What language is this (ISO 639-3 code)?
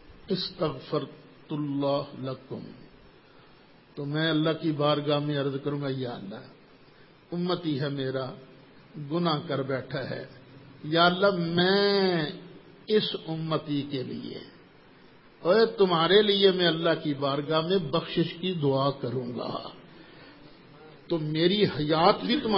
urd